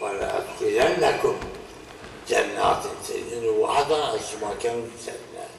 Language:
Zaza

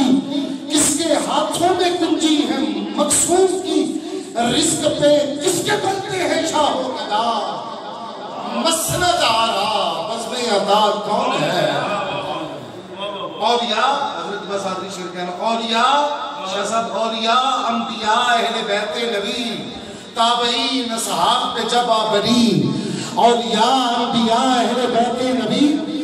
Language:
Urdu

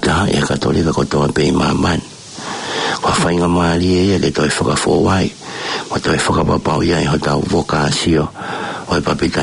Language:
Tongan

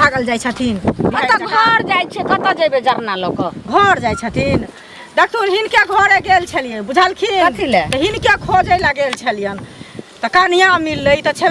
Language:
Maithili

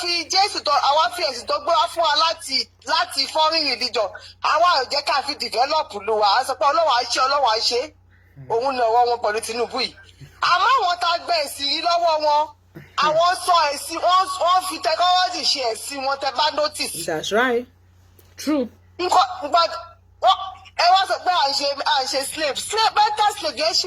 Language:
Yoruba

